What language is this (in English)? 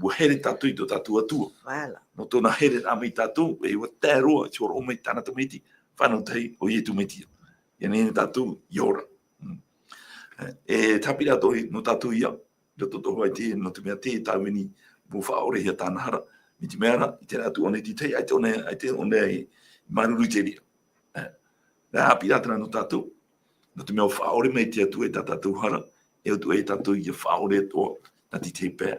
Tahitian